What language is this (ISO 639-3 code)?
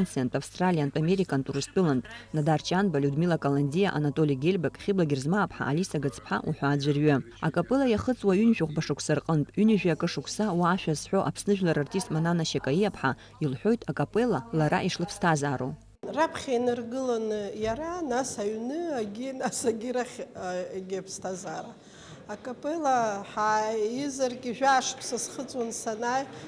abk